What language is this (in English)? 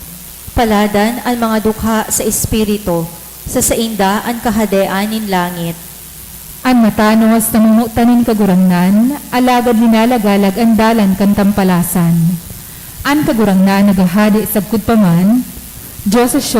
Bikol